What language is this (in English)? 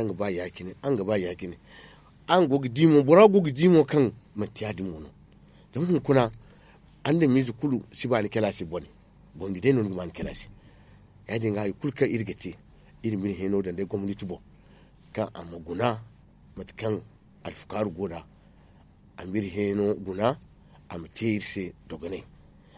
Zarma